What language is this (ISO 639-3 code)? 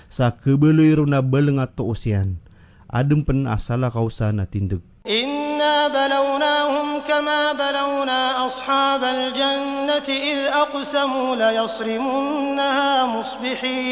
mrw